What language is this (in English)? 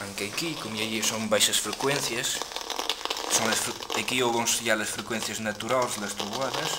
Mirandese